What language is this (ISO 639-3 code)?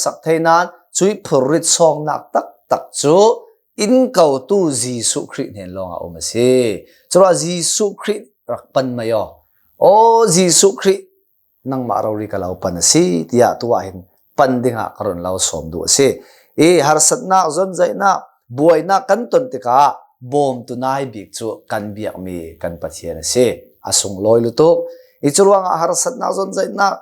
cnh